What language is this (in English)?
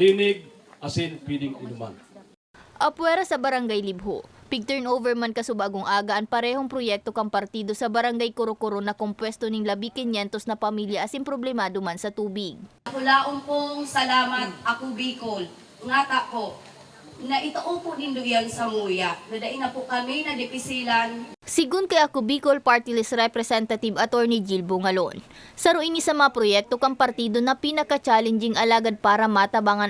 Bikol